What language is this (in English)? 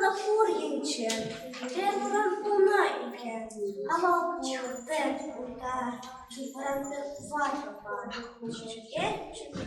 Chuvash